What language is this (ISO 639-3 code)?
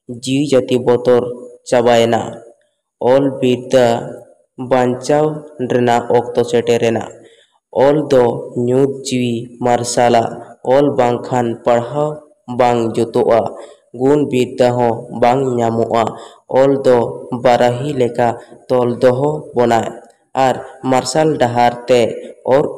sat